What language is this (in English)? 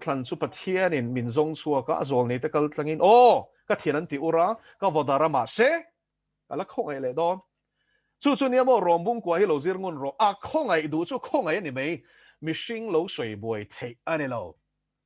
Mizo